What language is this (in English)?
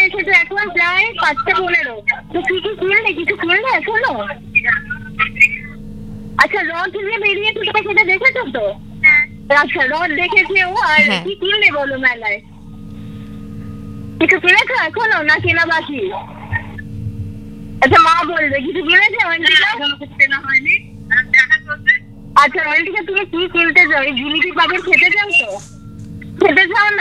Bangla